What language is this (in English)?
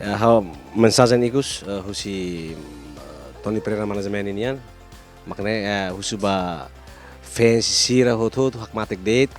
Tetum